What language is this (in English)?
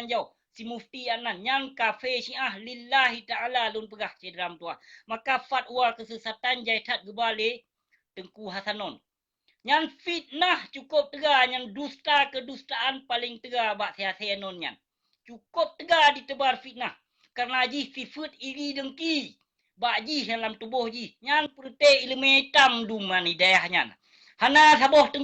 Achinese